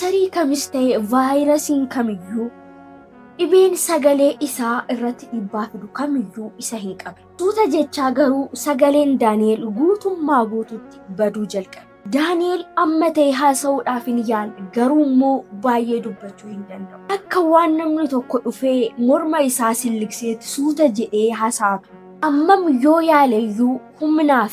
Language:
Oromo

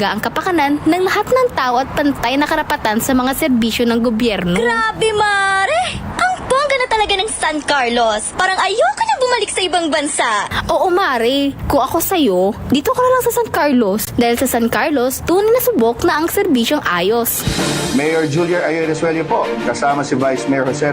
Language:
Pangasinan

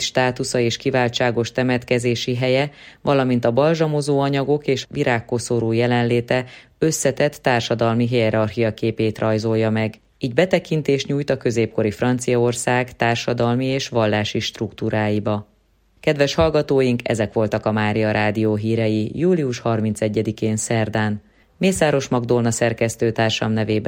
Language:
Hungarian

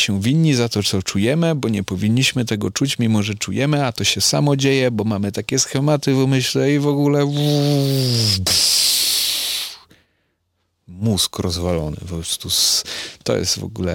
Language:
Polish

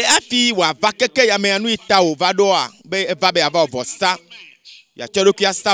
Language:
Ewe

